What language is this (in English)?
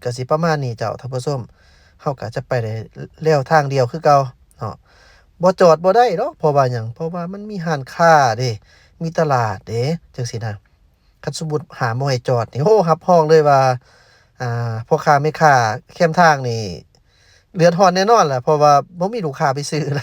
Lao